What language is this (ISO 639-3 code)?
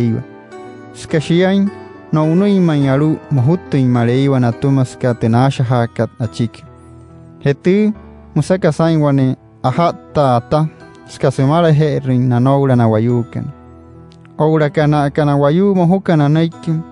guc